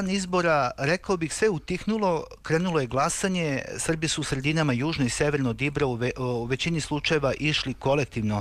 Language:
Serbian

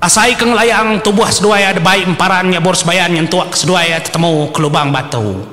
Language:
Iban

